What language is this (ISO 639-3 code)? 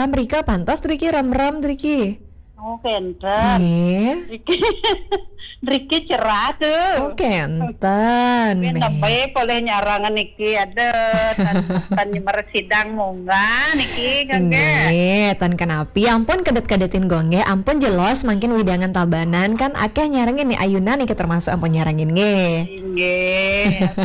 ban